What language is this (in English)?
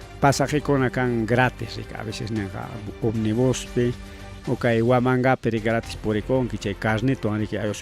Ayacucho Quechua